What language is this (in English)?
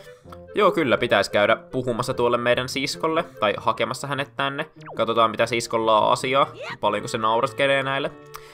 Finnish